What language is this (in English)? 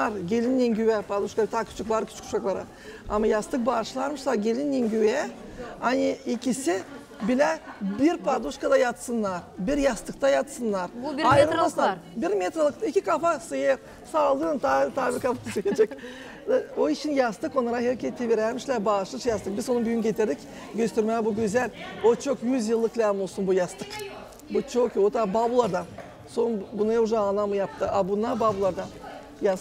Gagauz